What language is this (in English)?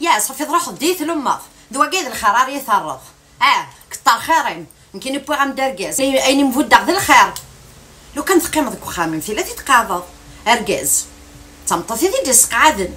Kabyle